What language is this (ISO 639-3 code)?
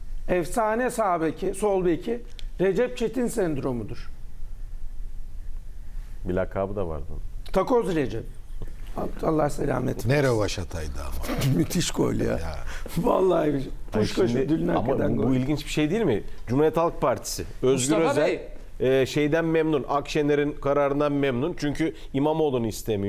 tur